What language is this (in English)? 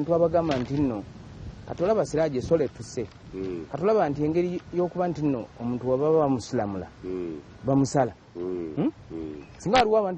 Ganda